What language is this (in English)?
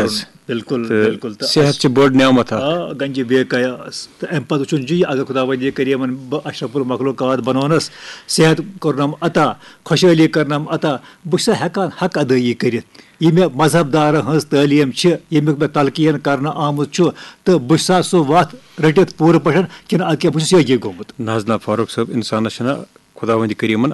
Kashmiri